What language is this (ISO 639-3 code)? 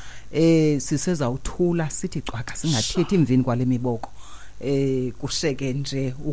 xho